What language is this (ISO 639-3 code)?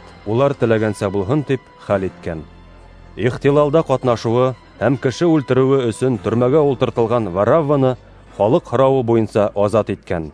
bak